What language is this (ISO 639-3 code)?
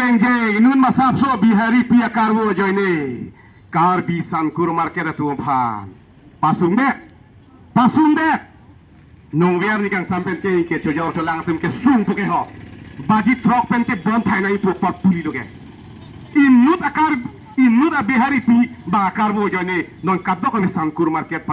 mjw